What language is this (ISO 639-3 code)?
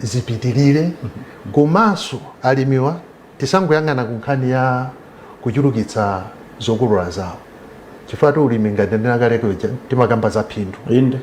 nya